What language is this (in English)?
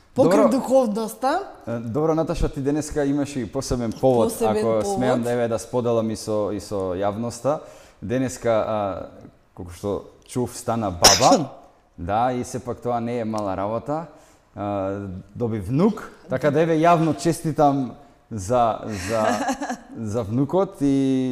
Macedonian